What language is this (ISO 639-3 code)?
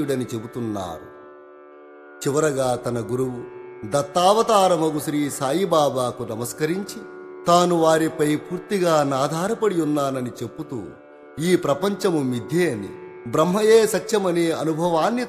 tel